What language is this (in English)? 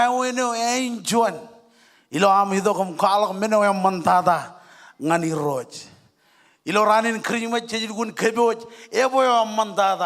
Marshallese